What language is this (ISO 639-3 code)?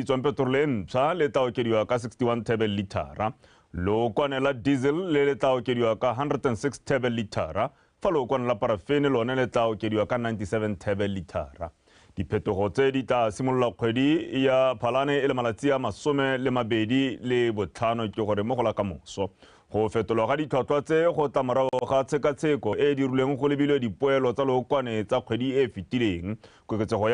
tsn